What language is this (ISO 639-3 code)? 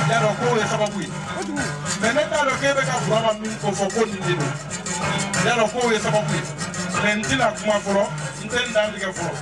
bam